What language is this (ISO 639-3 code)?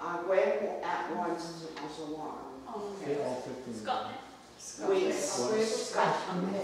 moh